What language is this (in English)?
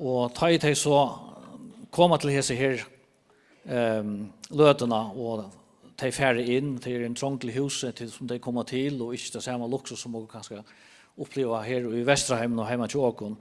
Faroese